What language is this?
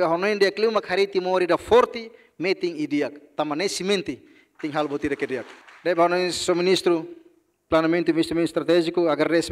Tetum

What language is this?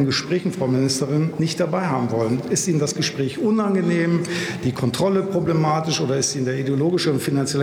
German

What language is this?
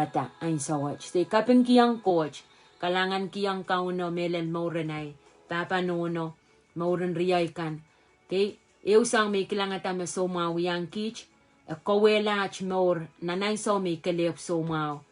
Pohnpeian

